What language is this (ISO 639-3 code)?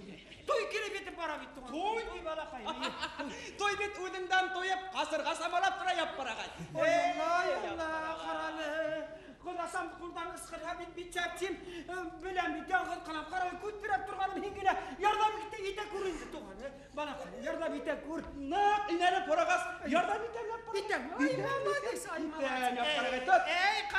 bak